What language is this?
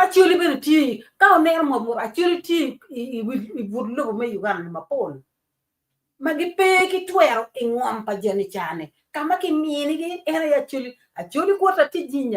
Acoli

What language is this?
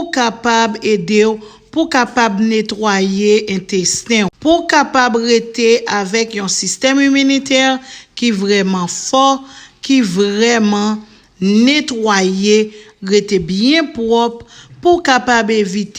Haitian Creole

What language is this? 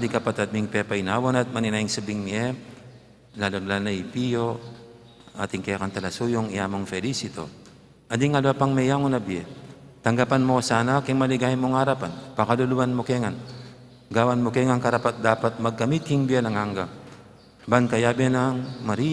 Pampanga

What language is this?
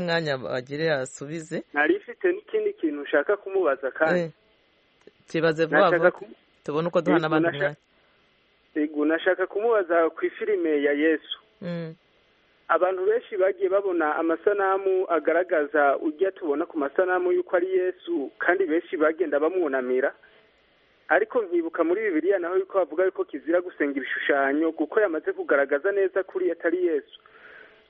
Kinyarwanda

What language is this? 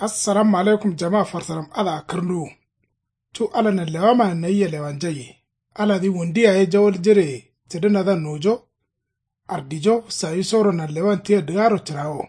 Kanuri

